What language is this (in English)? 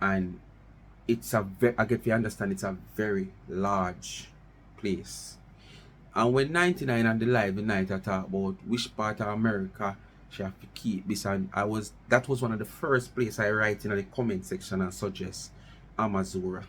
Jamaican Creole English